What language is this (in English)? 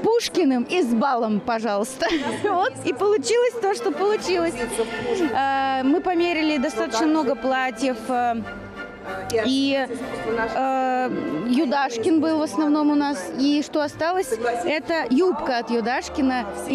Russian